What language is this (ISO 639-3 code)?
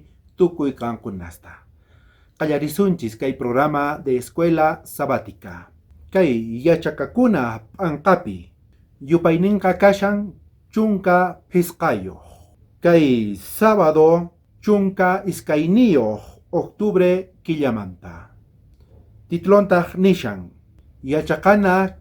quh